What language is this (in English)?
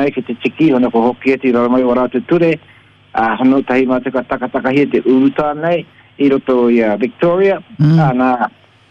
Māori